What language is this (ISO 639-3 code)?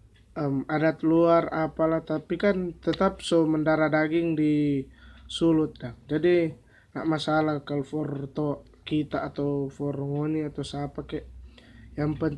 xmm